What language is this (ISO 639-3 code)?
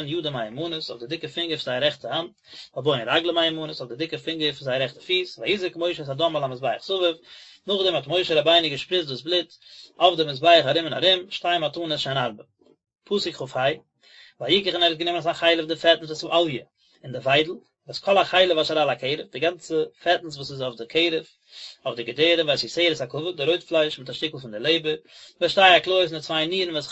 yid